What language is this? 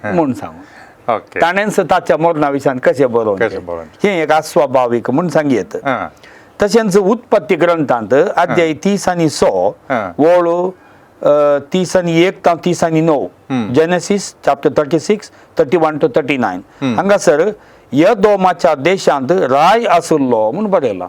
Konkani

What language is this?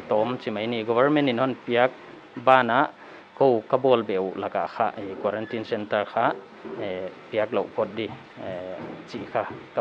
Paite Chin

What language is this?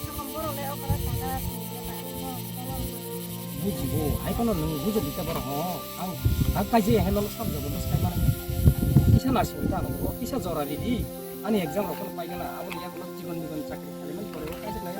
Kok Borok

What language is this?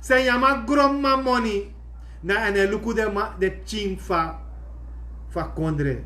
Sranan Tongo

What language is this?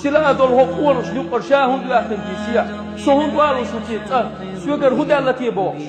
Chechen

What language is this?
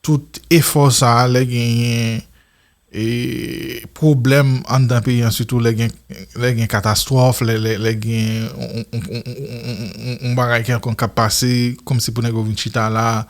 Haitian Creole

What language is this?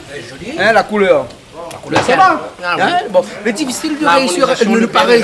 Réunion Creole French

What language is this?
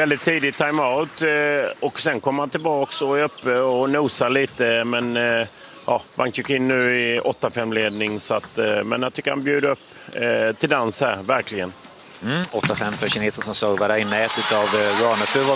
Swedish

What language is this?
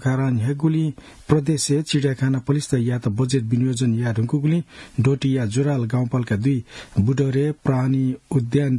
Newari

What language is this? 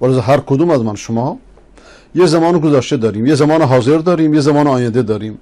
Persian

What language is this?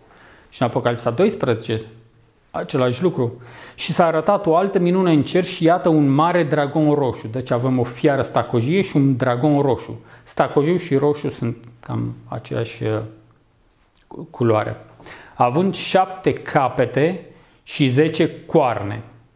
Romanian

